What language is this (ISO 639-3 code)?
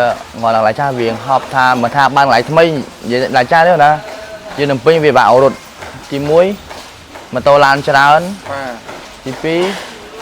khm